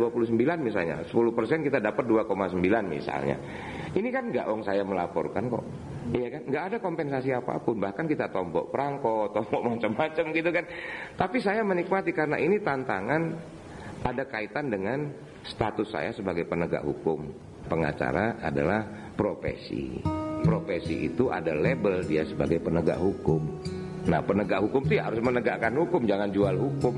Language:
Indonesian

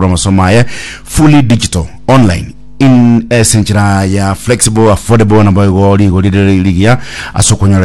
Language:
Gusii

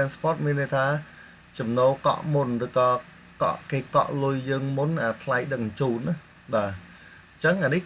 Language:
Khmer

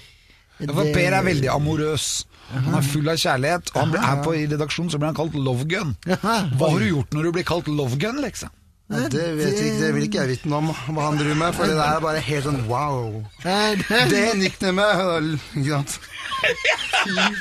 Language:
Norwegian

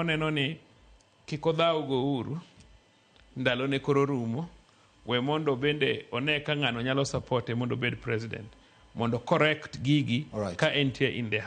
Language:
Luo (Kenya and Tanzania)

